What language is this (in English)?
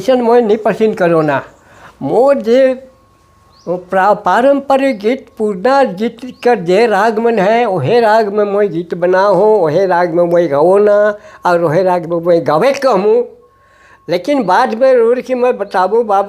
Sadri